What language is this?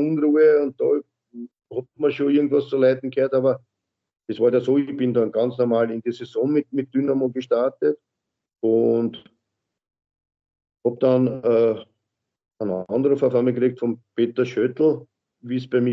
German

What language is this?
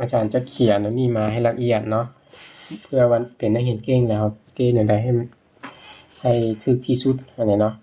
Lao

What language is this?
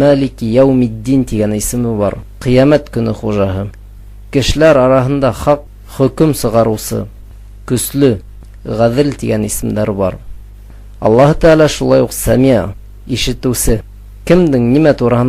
Bashkir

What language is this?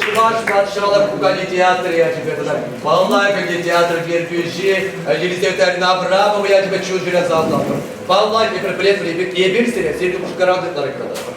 Chuvash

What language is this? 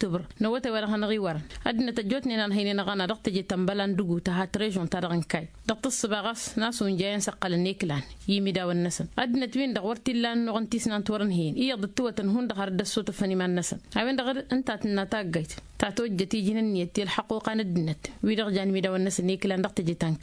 Tamasheq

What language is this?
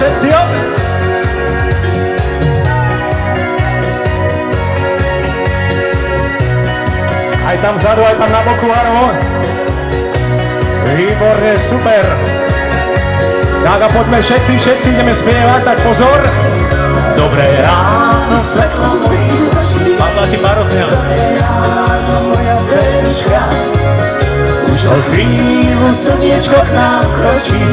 Slovak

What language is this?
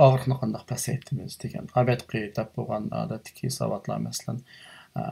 Uyghur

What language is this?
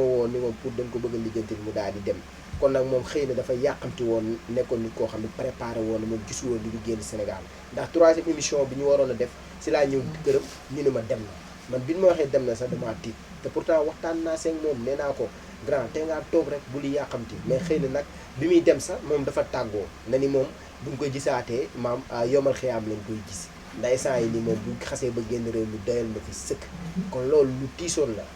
Wolof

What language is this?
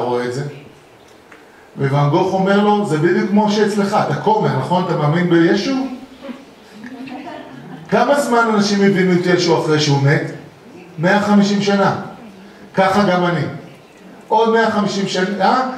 Hebrew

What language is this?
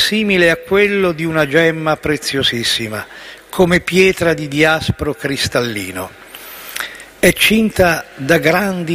Italian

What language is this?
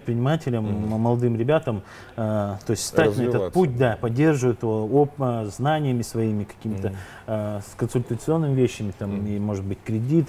Russian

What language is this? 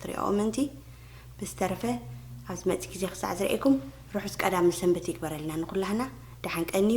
Tigrinya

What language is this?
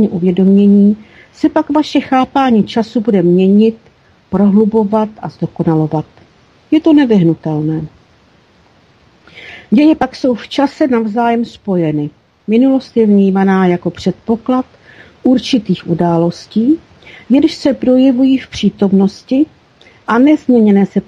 Czech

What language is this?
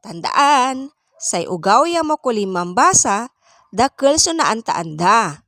Pangasinan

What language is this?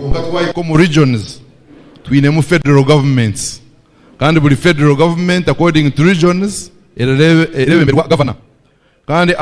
Nyankole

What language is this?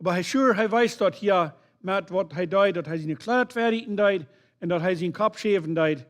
Plautdietsch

